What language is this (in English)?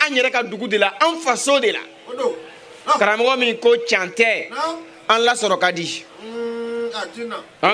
Bambara